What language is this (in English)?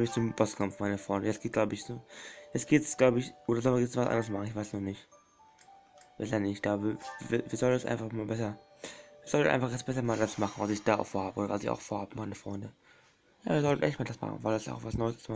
German